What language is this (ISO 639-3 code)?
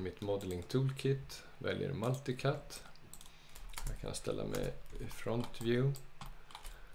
swe